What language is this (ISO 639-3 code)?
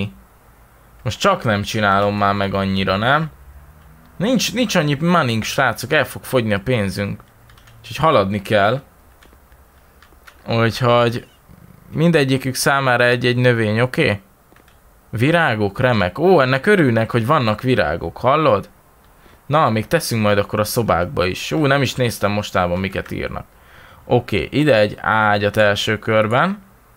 hun